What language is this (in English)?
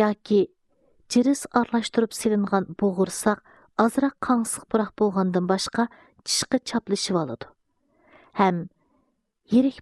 Uyghur